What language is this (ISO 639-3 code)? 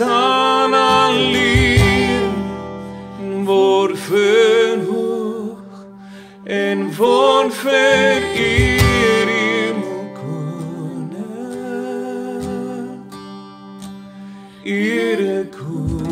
afr